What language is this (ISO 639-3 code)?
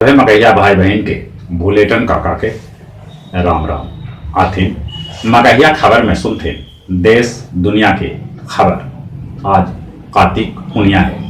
mag